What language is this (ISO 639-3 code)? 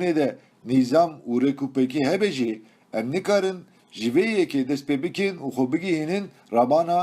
kur